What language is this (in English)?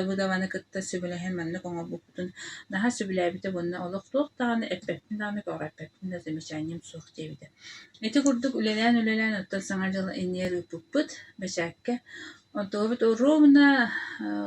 Yakut